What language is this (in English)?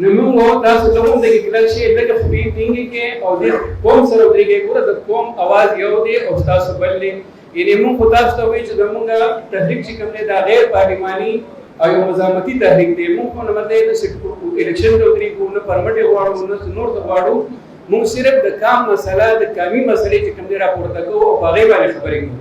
Pashto